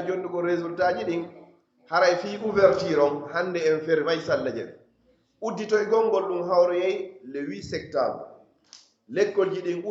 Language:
Pular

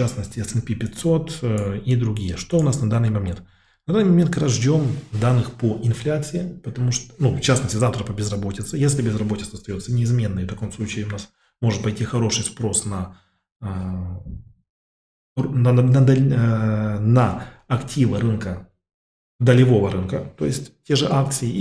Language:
Russian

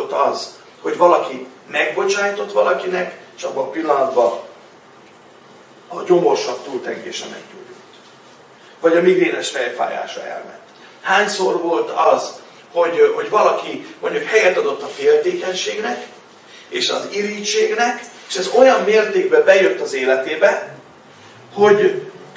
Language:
Hungarian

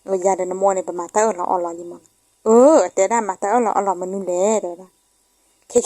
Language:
S'gaw Karen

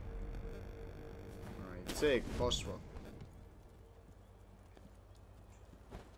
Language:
Polish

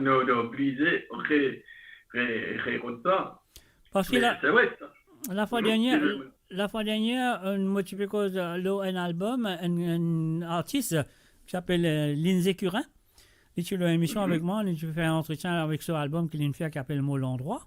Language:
Morisyen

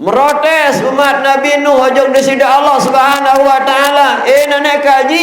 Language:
Sasak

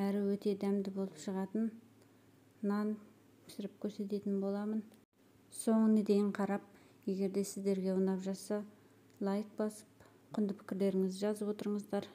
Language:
Kazakh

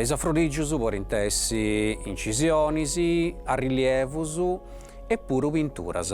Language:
Sardinian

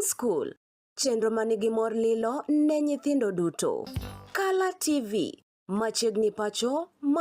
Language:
Luo (Kenya and Tanzania)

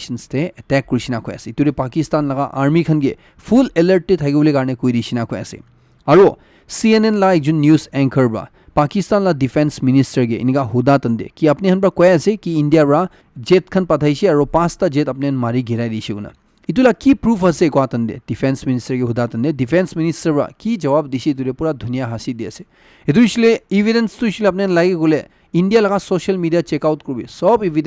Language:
Naga Pidgin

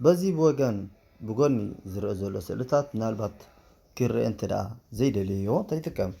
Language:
Tigrinya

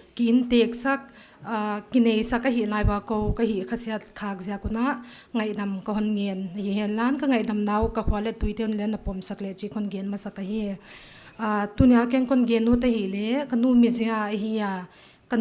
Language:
Paite Chin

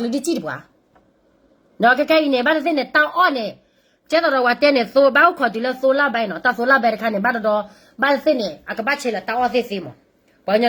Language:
S'gaw Karen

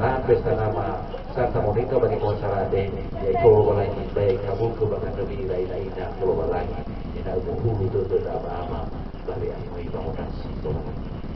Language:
Nias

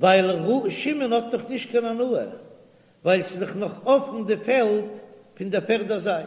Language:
Yiddish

